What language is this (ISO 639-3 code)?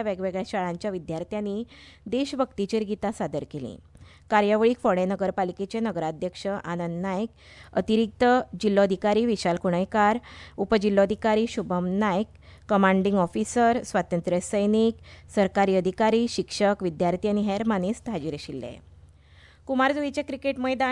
kok